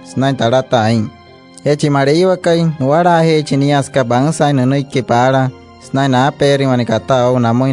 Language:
Wayuu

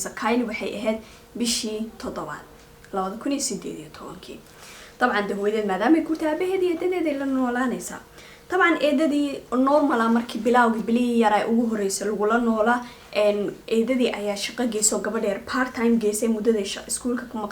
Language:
Somali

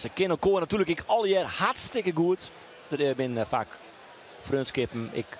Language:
Western Frisian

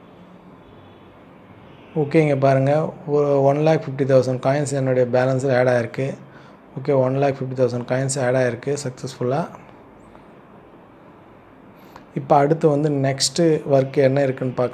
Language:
Tamil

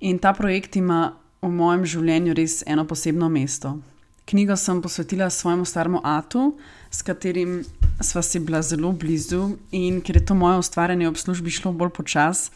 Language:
Slovenian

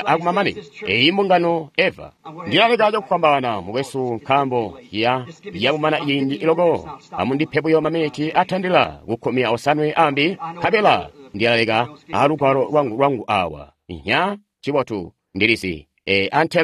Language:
Tonga (Zambia)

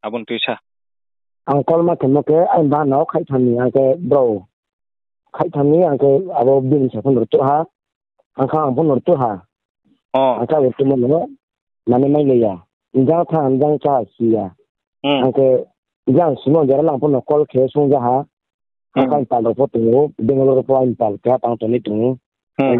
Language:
Riang (India)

